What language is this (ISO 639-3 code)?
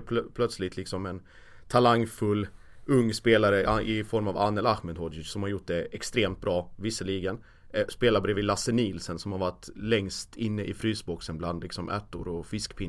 swe